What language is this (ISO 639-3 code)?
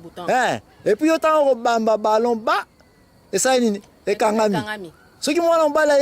lin